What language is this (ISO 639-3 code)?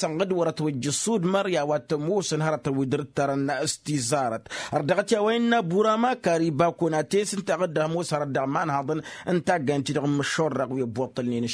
taq